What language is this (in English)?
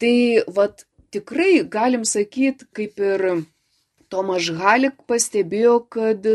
Lithuanian